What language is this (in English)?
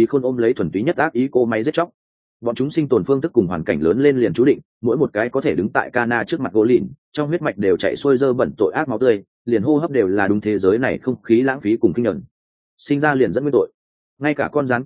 Vietnamese